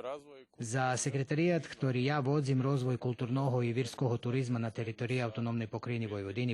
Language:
Rusyn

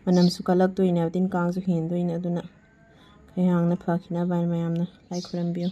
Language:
Manipuri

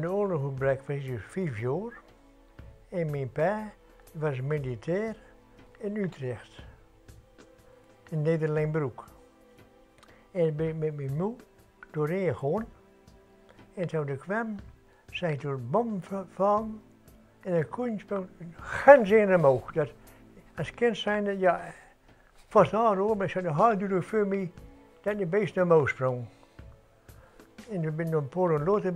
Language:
Dutch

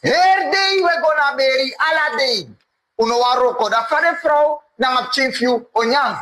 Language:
Sranan Tongo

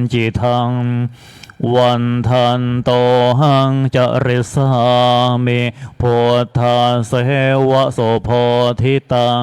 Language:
Pali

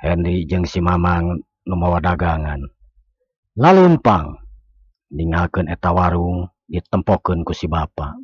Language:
Sundanese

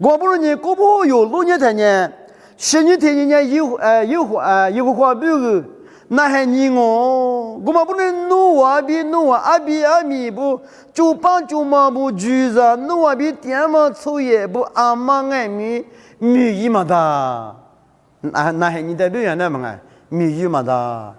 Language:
Lisu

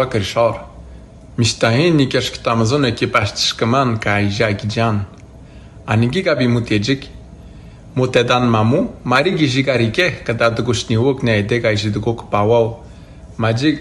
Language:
Atikamekw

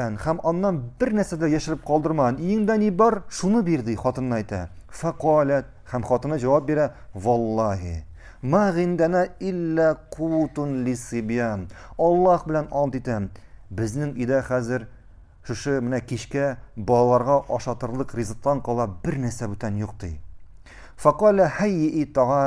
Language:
Tatar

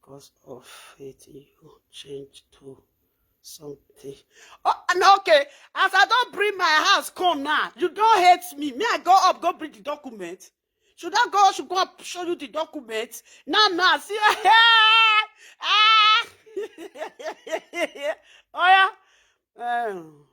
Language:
Nigerian Pidgin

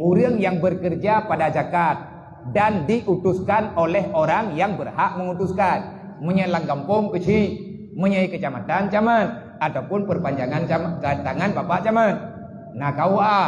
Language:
Achinese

